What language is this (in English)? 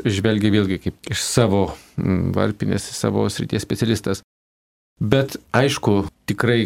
Lithuanian